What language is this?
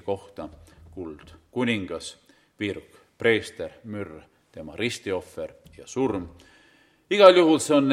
Estonian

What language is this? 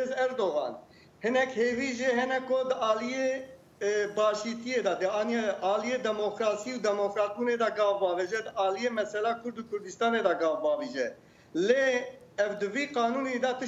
Kurdish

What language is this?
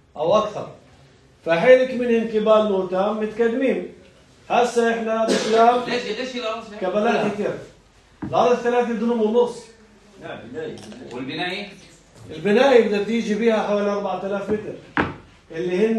North Levantine Arabic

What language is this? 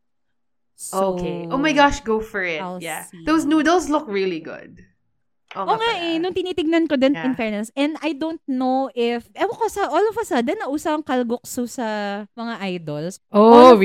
Filipino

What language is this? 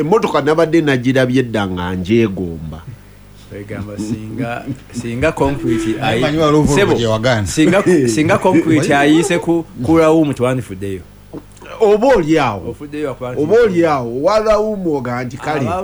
Ganda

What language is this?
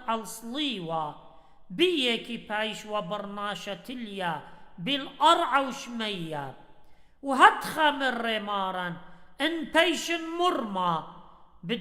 Assyrian Neo-Aramaic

